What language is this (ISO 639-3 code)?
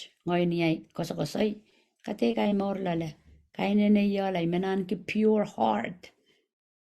pon